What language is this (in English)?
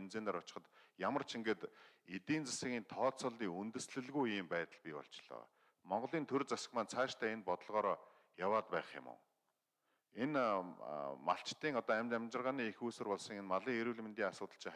Mongolian